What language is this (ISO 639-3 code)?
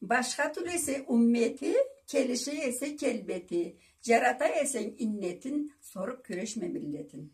krc